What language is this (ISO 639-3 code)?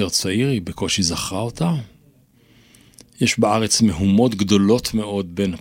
heb